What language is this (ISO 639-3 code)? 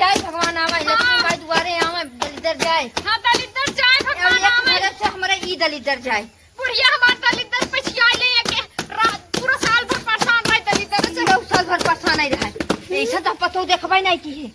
awa